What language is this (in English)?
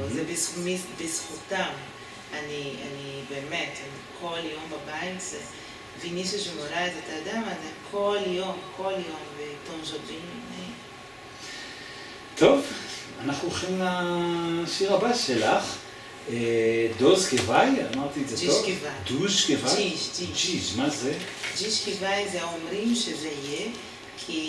Hebrew